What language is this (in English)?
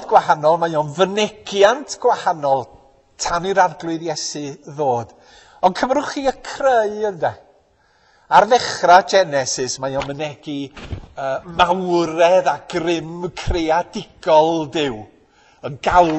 Welsh